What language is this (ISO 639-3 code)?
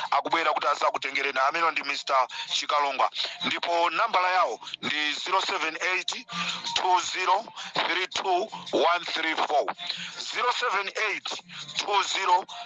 nya